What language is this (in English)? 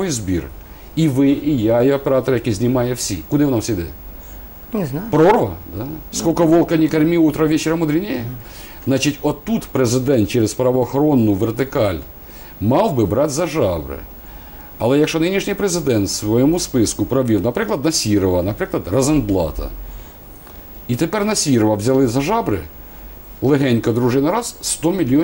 Ukrainian